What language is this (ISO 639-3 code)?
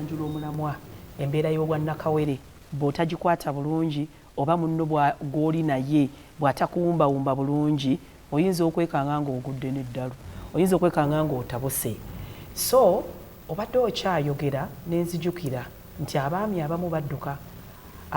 lug